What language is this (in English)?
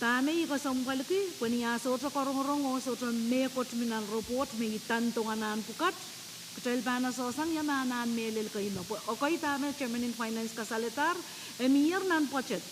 Pohnpeian